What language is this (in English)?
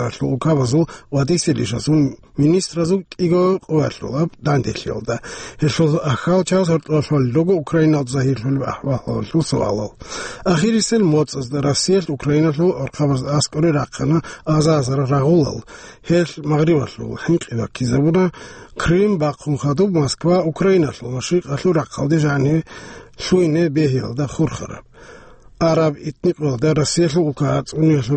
Avaric